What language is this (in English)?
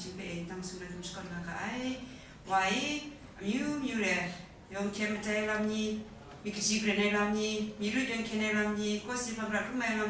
Kachin